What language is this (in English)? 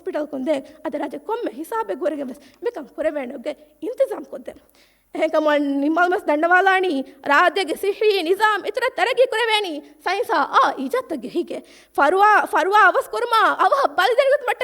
Divehi